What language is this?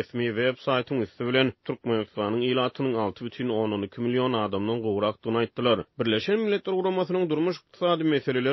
Turkmen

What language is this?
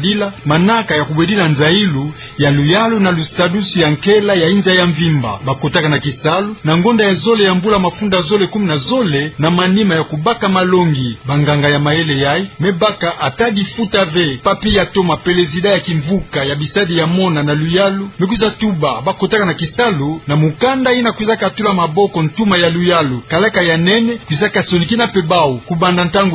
Kituba (Democratic Republic of Congo)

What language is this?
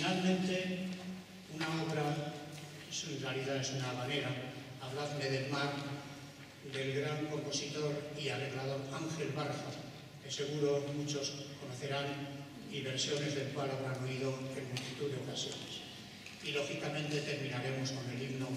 Spanish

